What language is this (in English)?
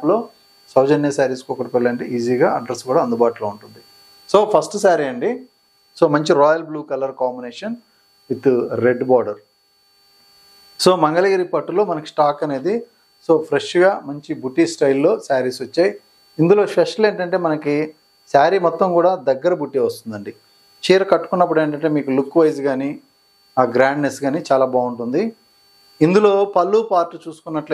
Telugu